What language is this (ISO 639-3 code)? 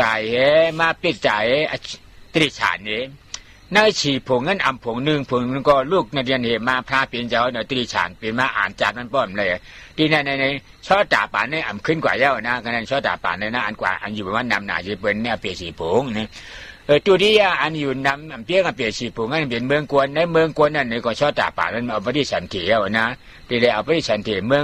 shn